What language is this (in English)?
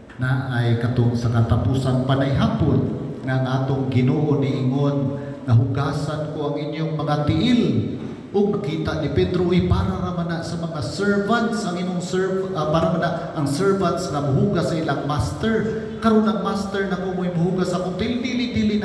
Cebuano